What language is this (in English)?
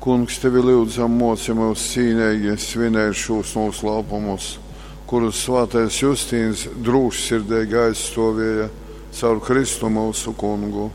Latgalian